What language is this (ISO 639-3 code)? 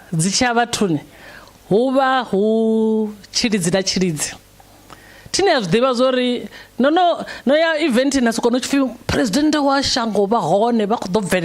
ven